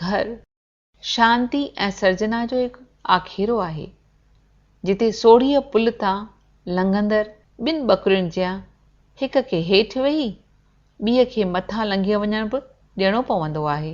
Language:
Sindhi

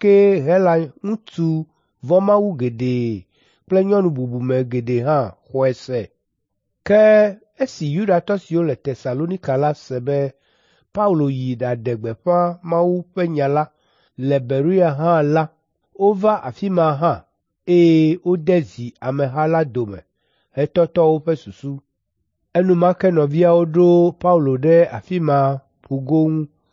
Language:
Ewe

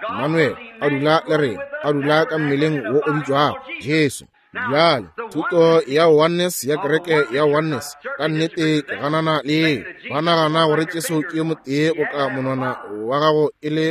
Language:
Northern Sotho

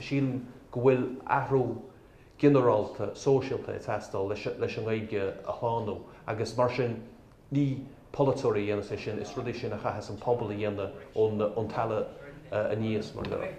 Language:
Irish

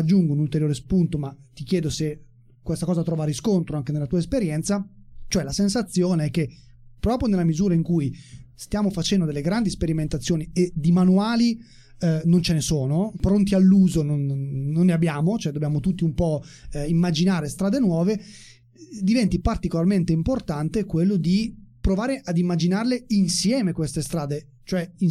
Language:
Italian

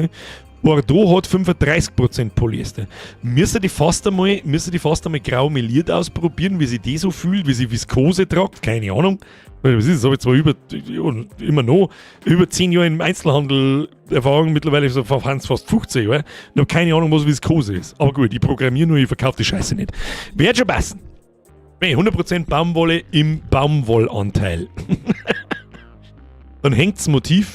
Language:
Bavarian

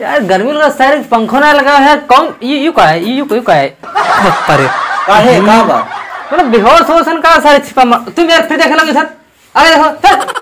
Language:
Awadhi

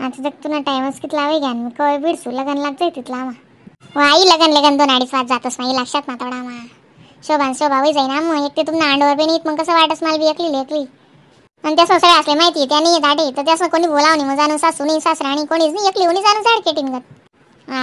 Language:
Khandesi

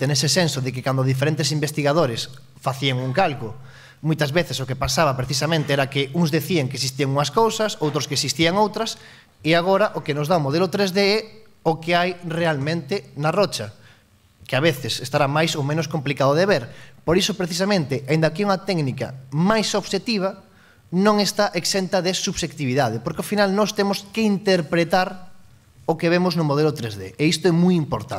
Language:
Galician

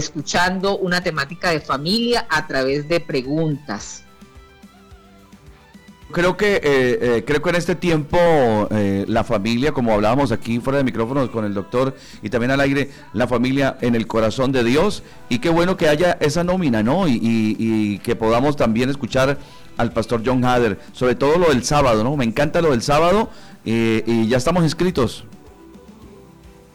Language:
Spanish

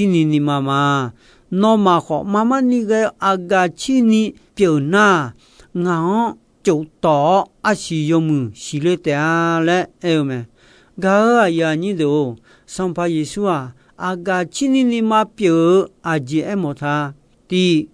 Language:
Akha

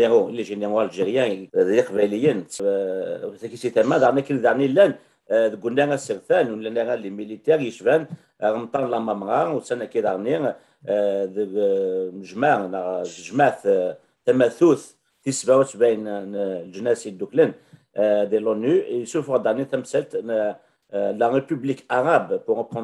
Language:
Kabyle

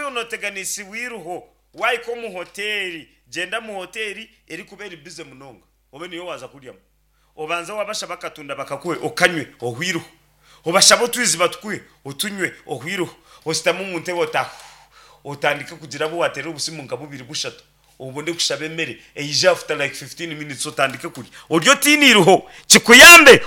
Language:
Nyankole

